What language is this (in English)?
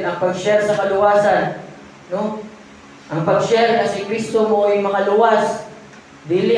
Cebuano